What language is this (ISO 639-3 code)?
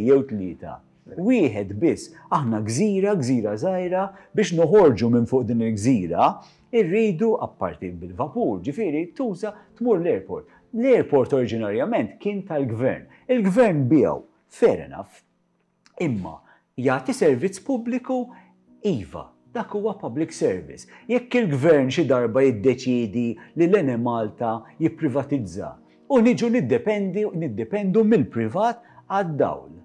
mlt